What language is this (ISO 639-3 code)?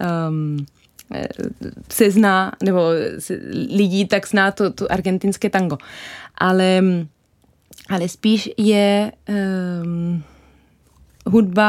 ces